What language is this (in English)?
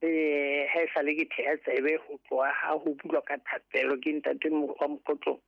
Southern Sotho